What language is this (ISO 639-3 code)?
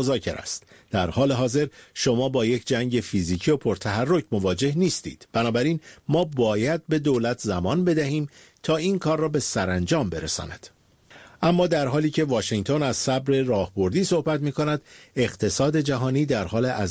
fas